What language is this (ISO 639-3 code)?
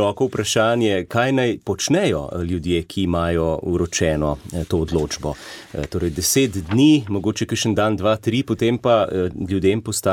slv